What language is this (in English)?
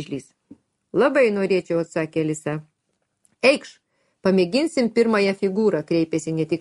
Lithuanian